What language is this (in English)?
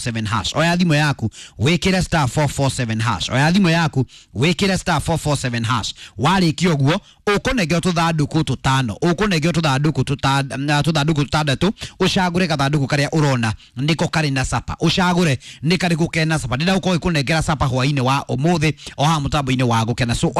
Kikuyu